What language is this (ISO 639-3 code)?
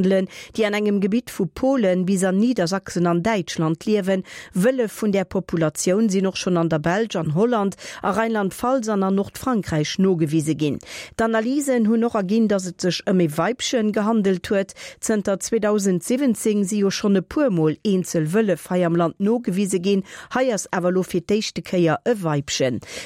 ltz